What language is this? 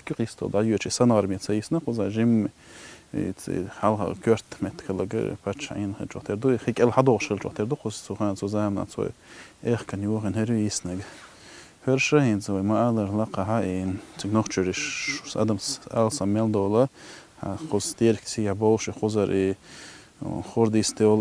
Chechen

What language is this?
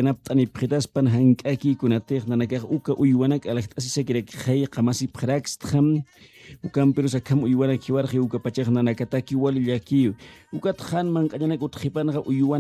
Aymara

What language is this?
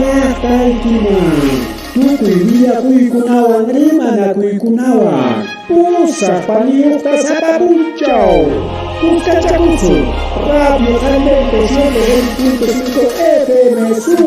Ayacucho Quechua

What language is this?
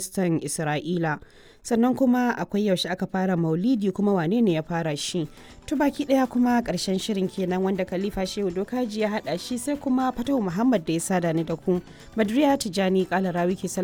Hausa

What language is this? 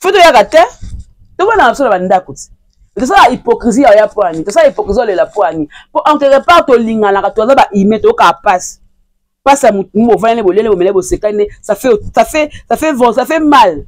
Lingala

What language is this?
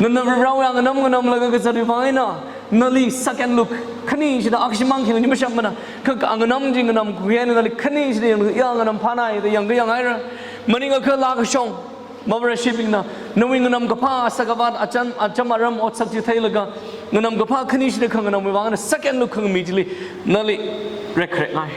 Tangkhul Naga (India)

